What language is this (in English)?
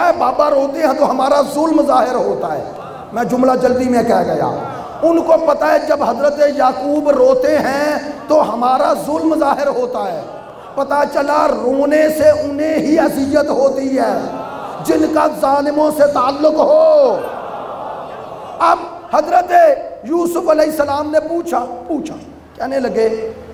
Urdu